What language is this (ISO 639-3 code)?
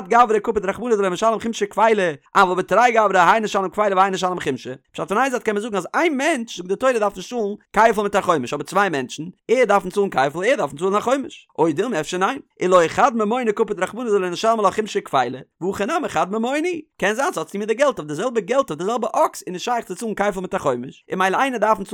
yid